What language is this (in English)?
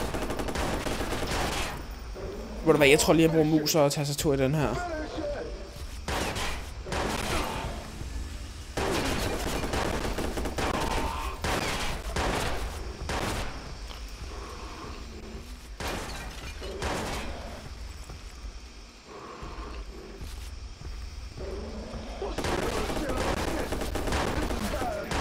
Danish